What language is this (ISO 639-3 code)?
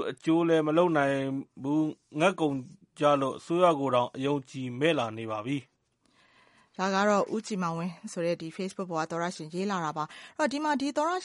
mya